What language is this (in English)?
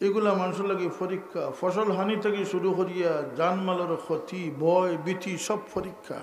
Sylheti